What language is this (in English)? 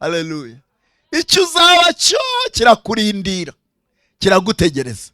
Rundi